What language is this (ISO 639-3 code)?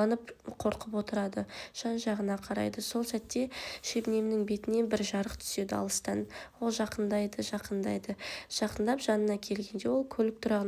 kaz